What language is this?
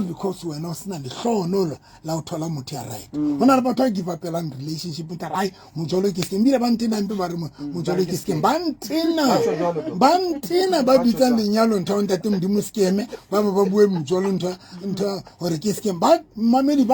Southern Sotho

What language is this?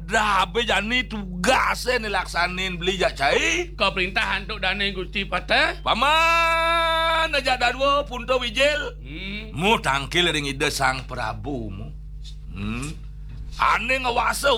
Balinese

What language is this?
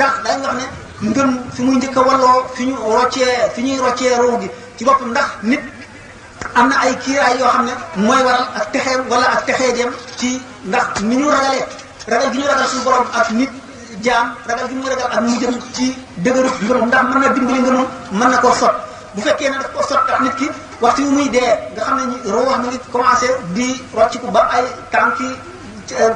Wolof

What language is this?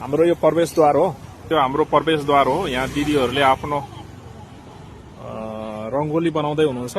Nepali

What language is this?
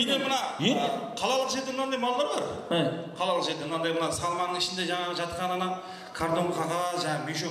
Kara-Kalpak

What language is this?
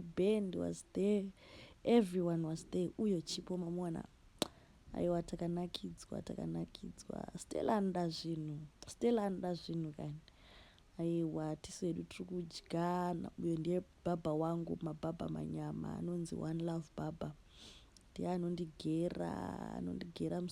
Shona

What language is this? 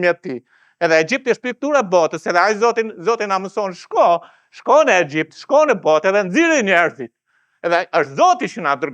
Albanian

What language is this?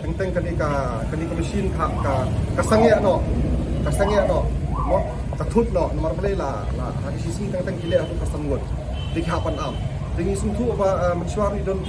Khasi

